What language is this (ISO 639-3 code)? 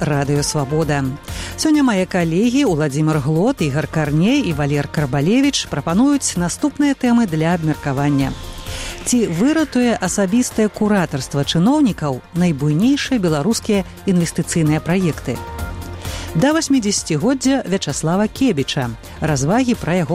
bel